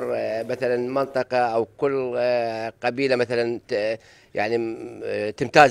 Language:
Mesopotamian Arabic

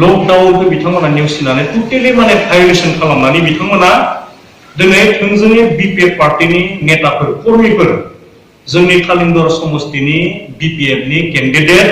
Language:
Bodo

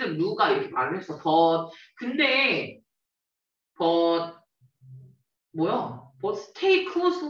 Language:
Korean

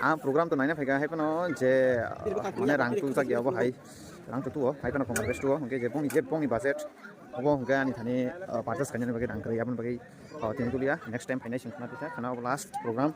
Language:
Kok Borok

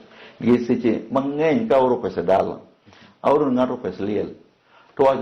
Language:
Luo (Kenya and Tanzania)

